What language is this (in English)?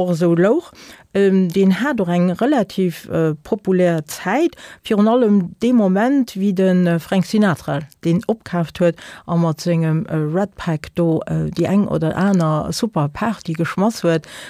Luxembourgish